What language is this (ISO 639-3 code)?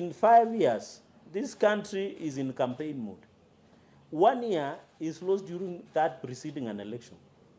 kam